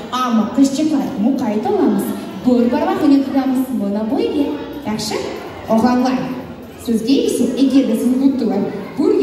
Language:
Crimean Tatar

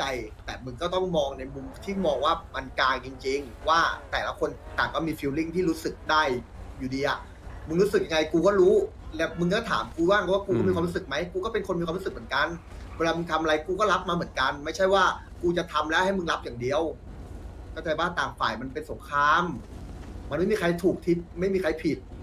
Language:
Thai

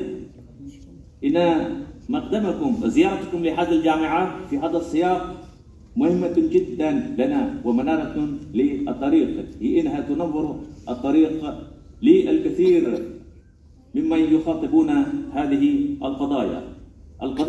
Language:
Arabic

